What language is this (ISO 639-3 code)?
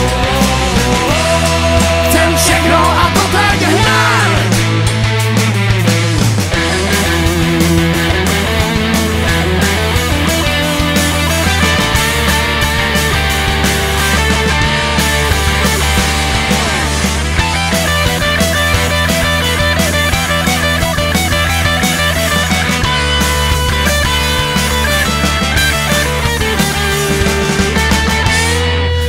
ces